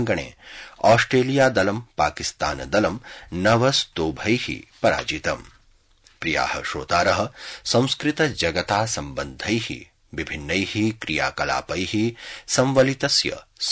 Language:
Sanskrit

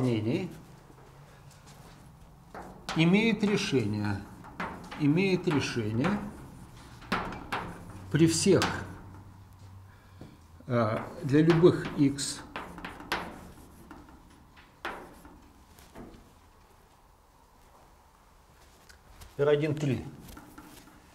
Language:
Russian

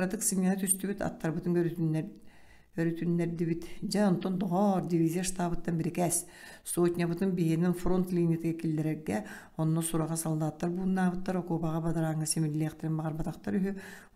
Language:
Yakut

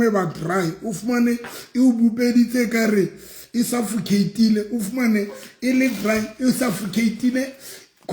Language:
Southern Sotho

